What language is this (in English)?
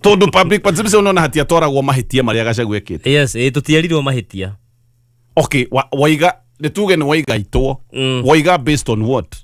Kikuyu